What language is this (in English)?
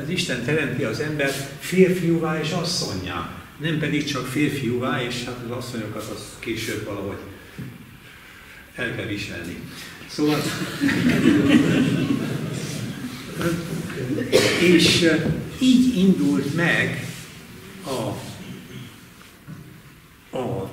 Hungarian